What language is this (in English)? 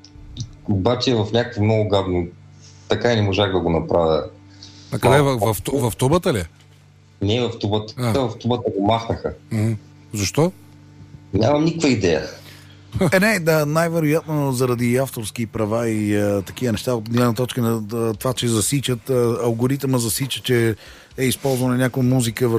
Bulgarian